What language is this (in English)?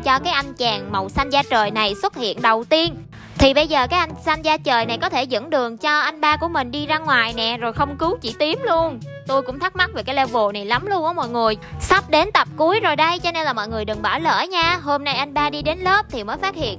Vietnamese